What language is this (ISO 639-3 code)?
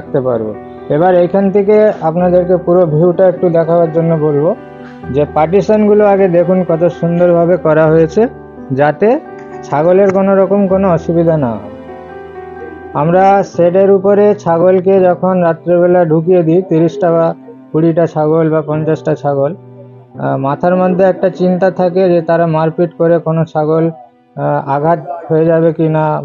ben